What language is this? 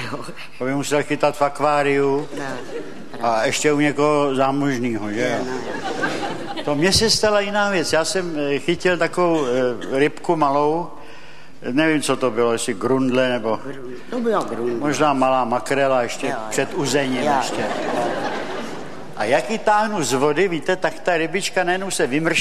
Czech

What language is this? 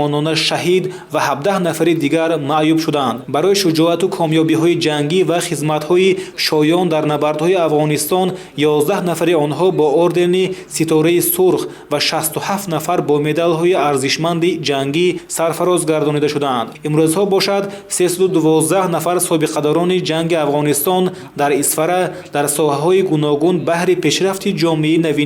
Tajik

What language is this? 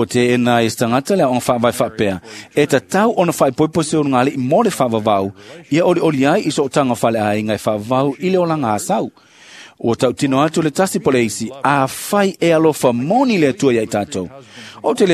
Samoan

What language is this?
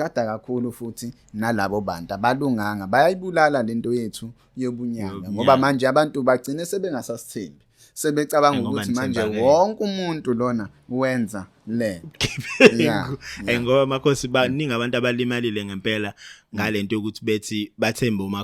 Zulu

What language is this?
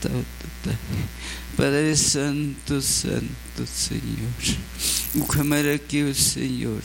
Aymara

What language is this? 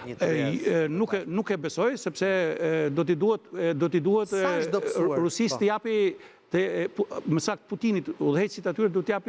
Albanian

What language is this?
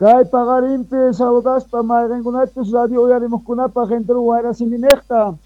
South Bolivian Quechua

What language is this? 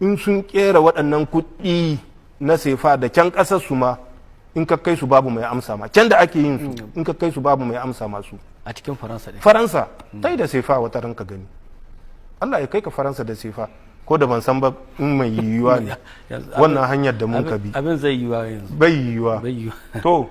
Hausa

